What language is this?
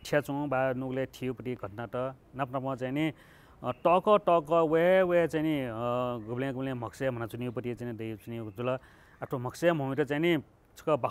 Newari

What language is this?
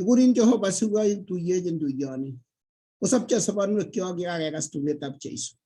Kalenjin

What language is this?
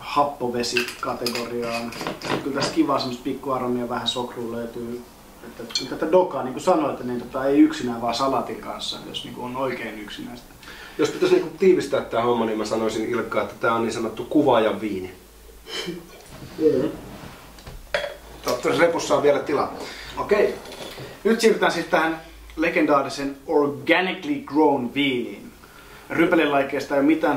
Finnish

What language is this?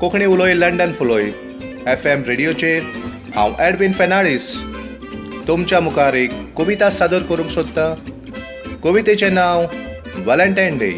Konkani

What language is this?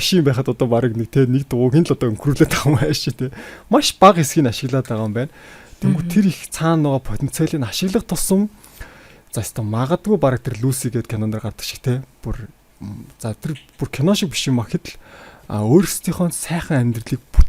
Mongolian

